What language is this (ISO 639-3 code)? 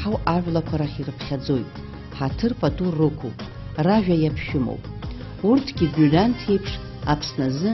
abk